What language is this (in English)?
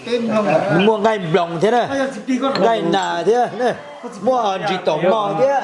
Hmong